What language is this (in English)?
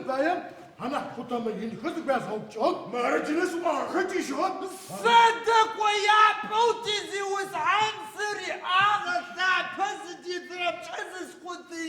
Adyghe